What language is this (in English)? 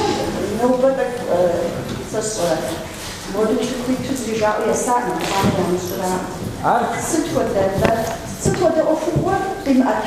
Kabardian